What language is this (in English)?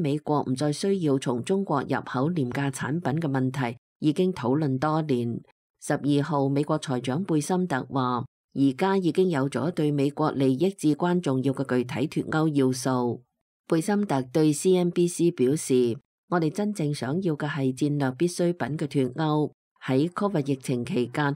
Cantonese